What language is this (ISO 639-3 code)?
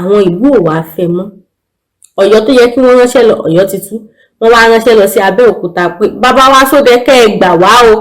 yor